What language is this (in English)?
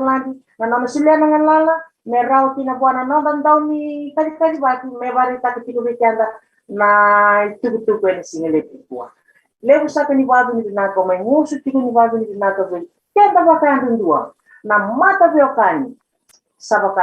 Fijian